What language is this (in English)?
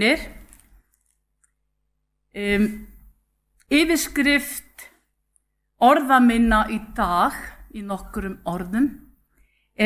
Icelandic